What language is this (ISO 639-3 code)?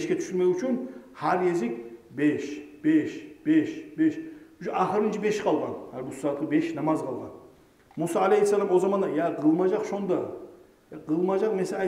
kum